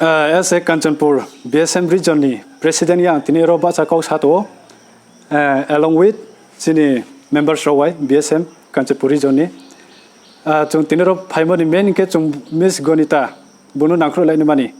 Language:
Riang (India)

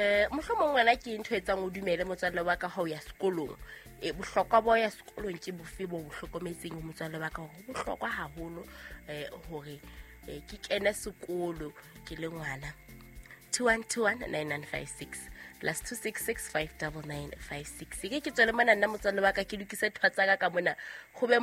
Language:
Southern Sotho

